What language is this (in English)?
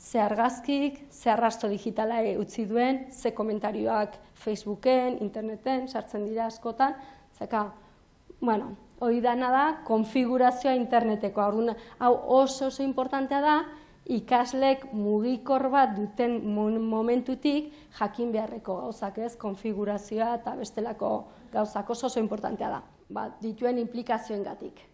Basque